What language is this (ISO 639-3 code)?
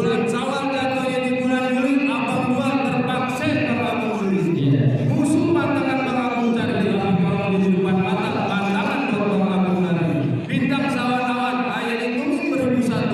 bew